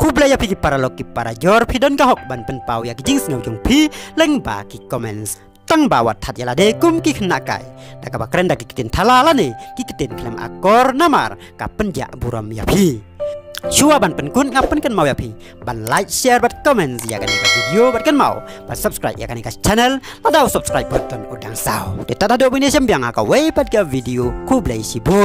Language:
Khasi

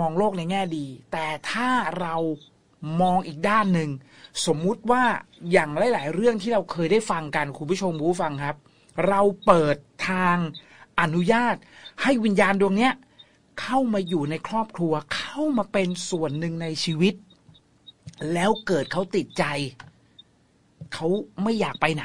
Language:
Thai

